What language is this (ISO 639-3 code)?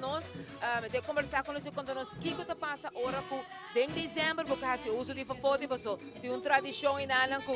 pap